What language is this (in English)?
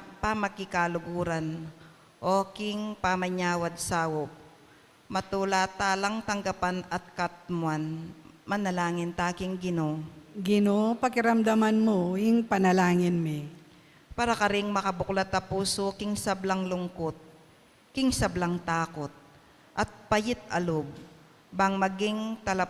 Pampanga